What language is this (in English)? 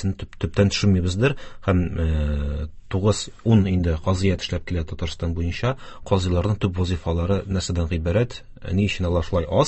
Tatar